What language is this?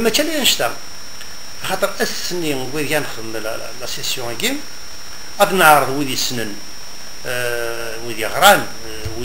Kabyle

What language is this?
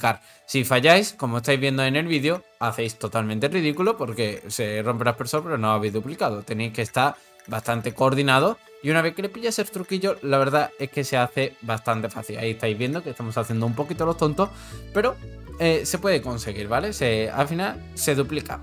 Spanish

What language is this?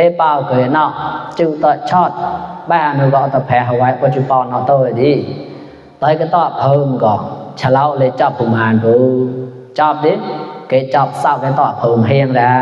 Mon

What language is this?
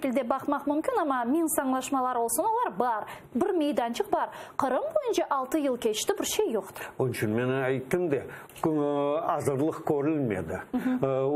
Crimean Tatar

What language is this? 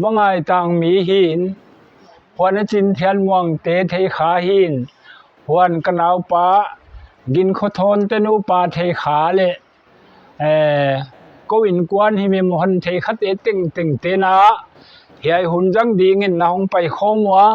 Paite Chin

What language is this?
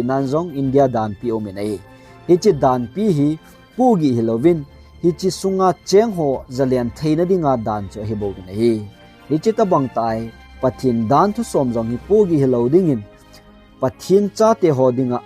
Thado Chin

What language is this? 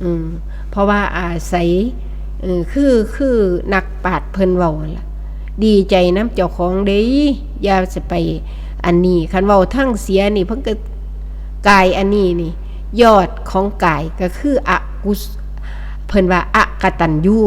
Northeastern Thai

